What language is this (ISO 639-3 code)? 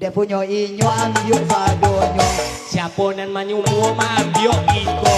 min